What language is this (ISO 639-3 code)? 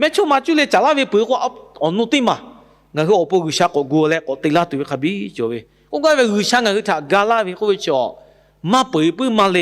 lhu